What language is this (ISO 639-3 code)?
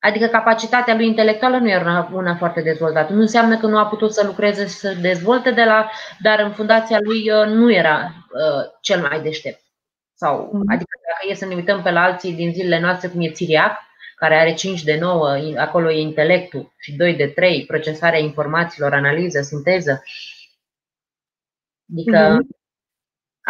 ron